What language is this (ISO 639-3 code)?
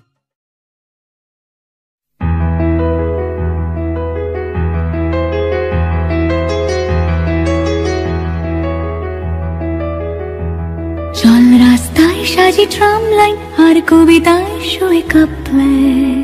ben